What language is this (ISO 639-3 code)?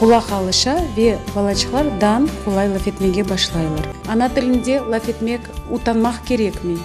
crh